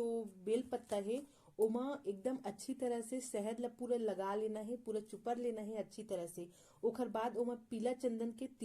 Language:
Chhattisgarhi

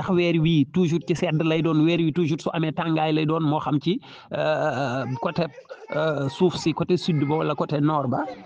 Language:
Wolof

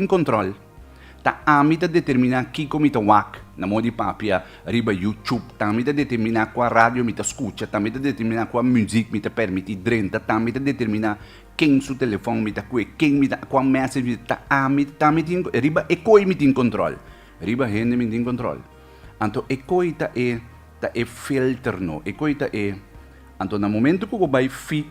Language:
Papiamento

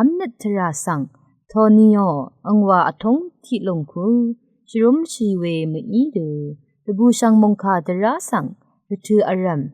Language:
Rawang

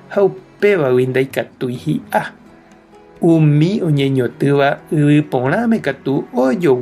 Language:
Guarani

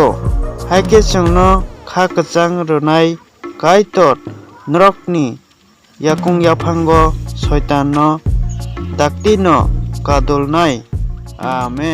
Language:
Kok Borok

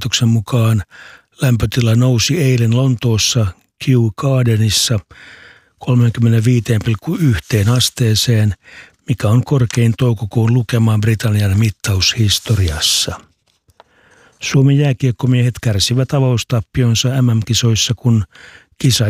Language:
Finnish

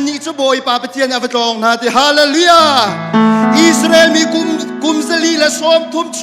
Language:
Hakha Chin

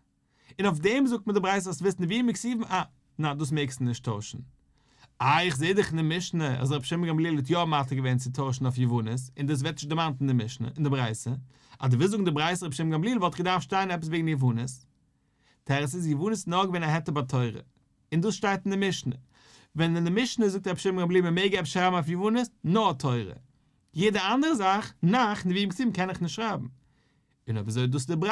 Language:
Yiddish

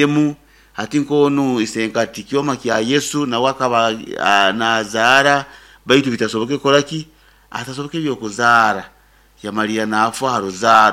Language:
Nyoro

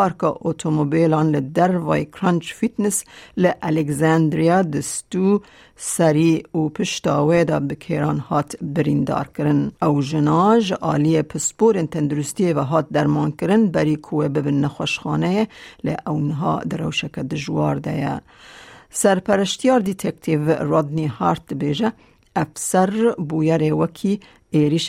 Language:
Kurdish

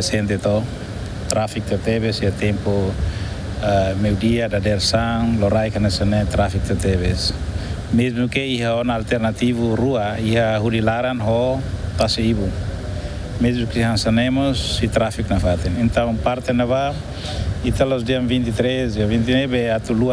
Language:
Tetum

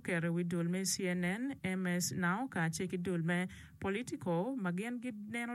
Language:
Acoli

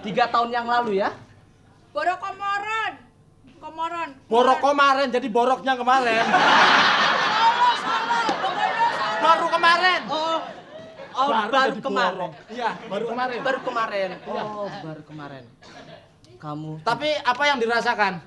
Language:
Betawi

